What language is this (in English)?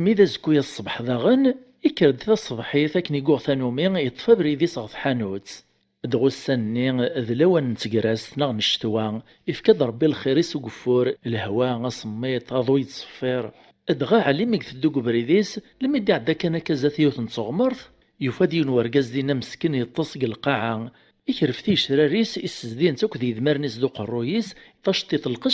Kabyle